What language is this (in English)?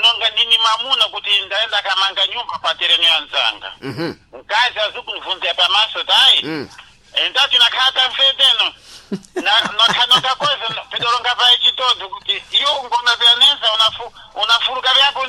Sena